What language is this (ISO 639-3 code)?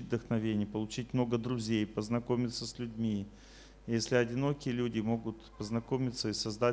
rus